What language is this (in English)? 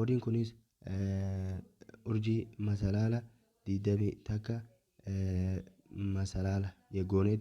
Oromo